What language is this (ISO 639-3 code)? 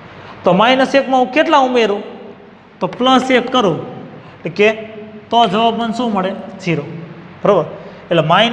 guj